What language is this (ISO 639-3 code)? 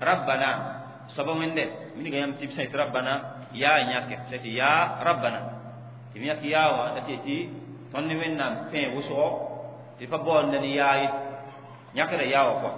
mos